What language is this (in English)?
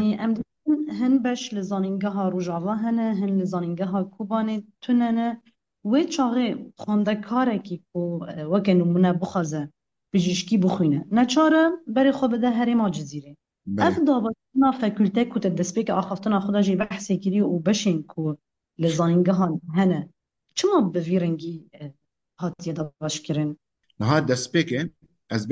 Kurdish